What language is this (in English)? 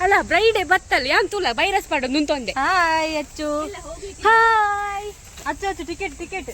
Tulu